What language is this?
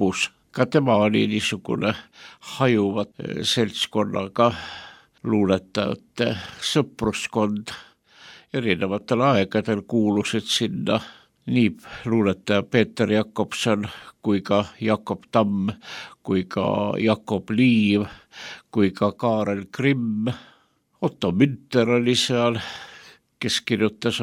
Estonian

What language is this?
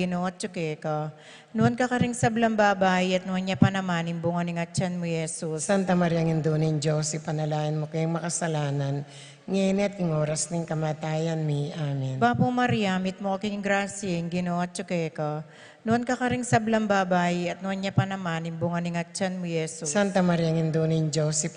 Pampanga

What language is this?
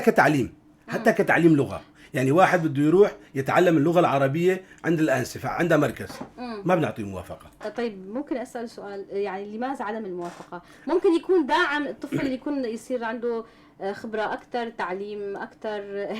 North Levantine Arabic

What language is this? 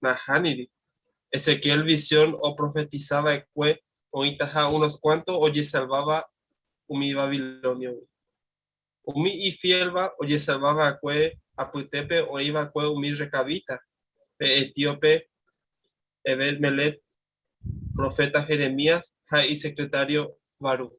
Guarani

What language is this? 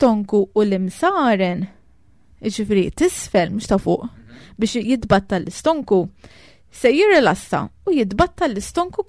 Maltese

